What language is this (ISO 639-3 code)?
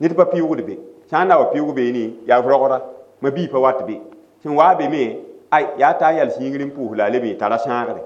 mos